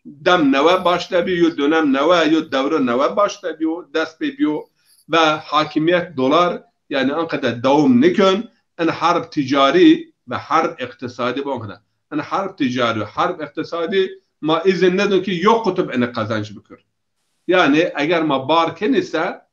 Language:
Zaza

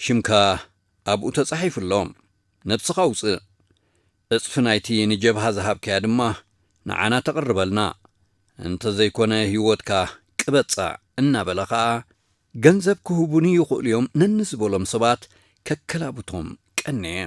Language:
Tigrinya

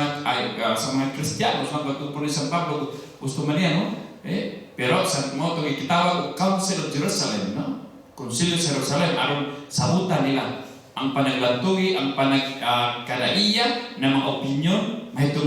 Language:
Cebuano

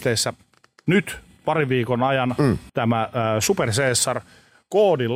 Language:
Finnish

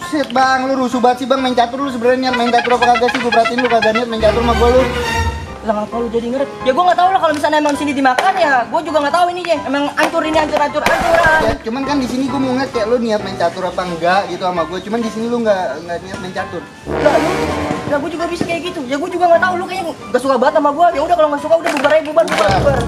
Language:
Betawi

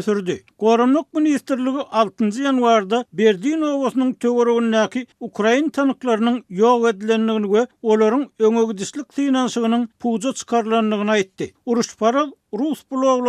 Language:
Turkmen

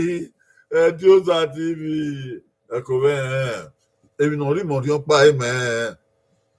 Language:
Bini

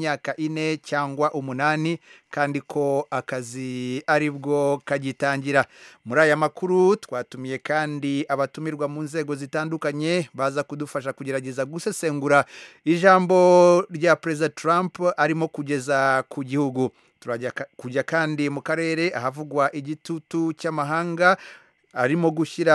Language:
Kinyarwanda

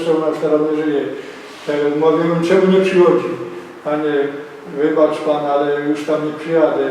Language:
Silesian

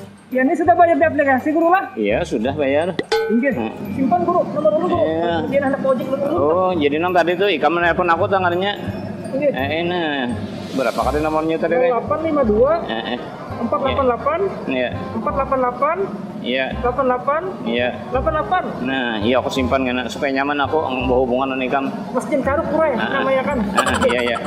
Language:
Banjar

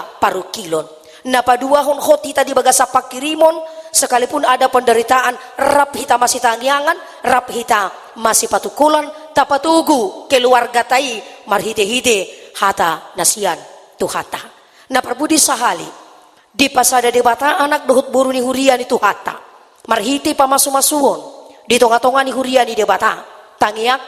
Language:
Batak Toba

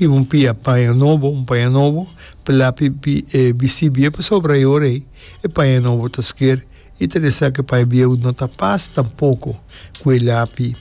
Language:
Papiamento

